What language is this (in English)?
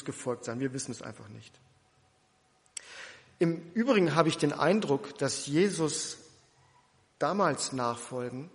German